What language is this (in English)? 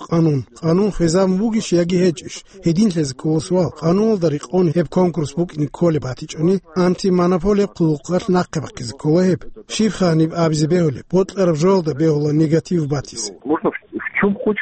Avaric